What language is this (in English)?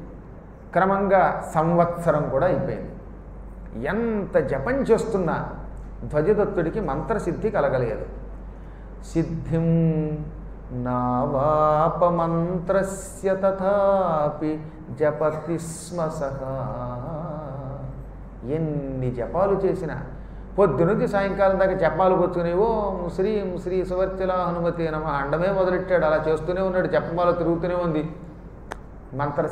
Telugu